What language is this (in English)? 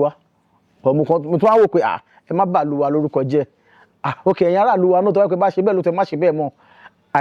Yoruba